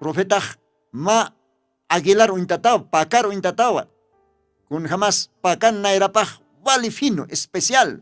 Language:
Aymara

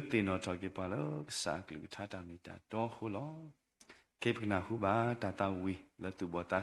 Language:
S'gaw Karen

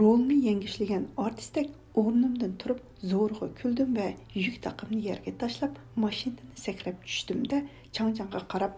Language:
Uyghur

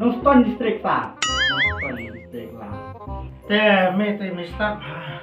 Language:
Khasi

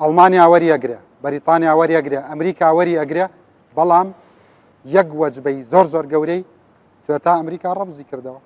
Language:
Central Kurdish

